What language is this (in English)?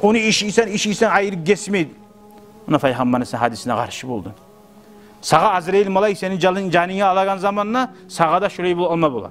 Kumyk